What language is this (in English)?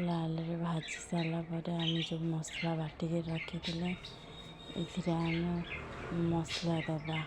Odia